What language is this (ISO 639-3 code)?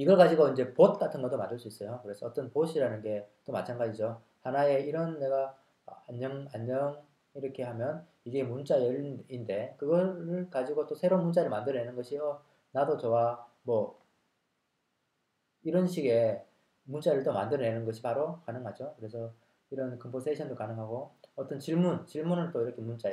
kor